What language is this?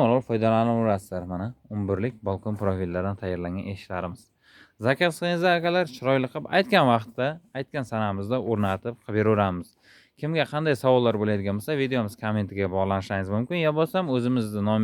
Uzbek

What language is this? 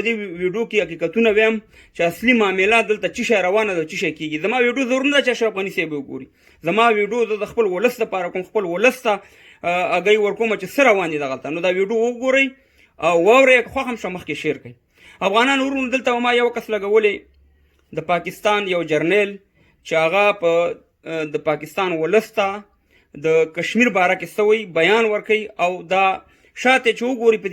Pashto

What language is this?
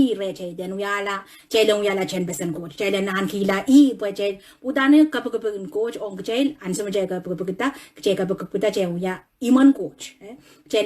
Pohnpeian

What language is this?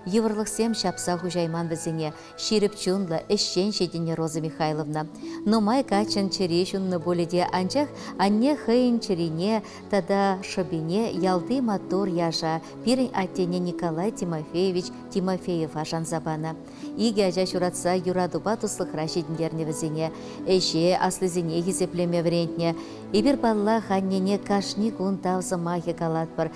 Chuvash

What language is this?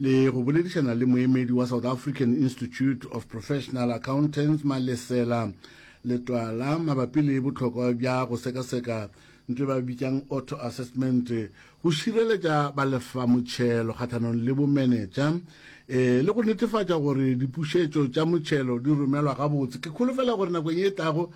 Northern Sotho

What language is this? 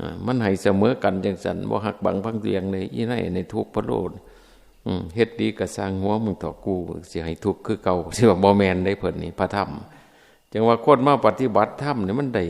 Northeastern Thai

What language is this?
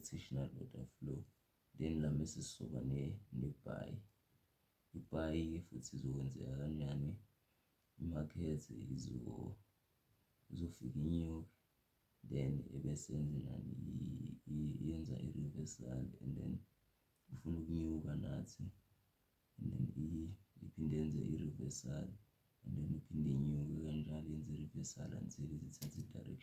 Zulu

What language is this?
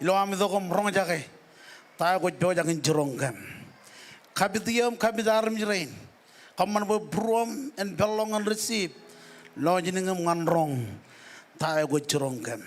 Marshallese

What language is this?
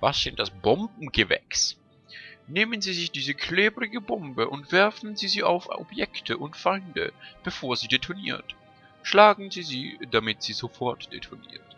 Swiss German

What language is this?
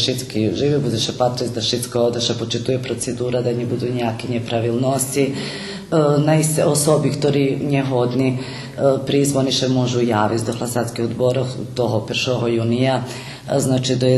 Rusyn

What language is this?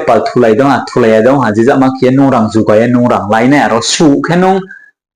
Riang (India)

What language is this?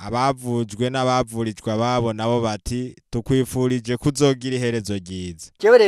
Rundi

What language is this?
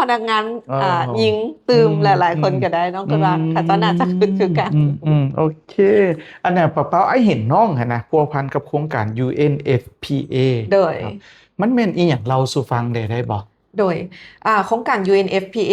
Lao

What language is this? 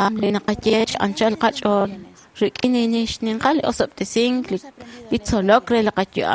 Kekchí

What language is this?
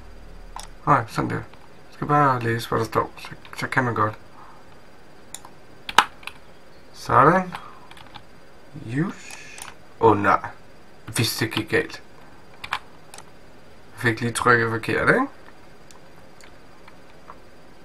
Danish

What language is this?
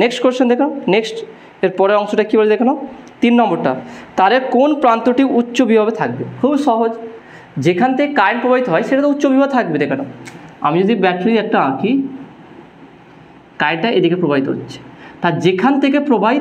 Bangla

